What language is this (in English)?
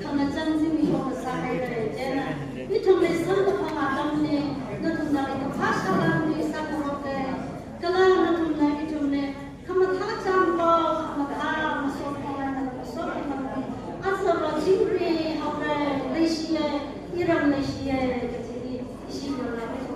Tangkhul Naga (India)